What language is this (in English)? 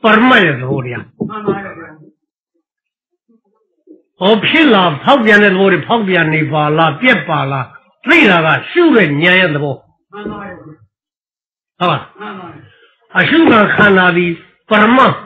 Burmese